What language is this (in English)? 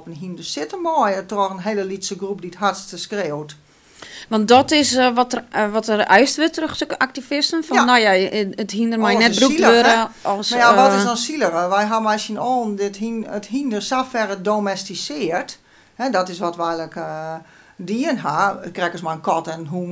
Western Frisian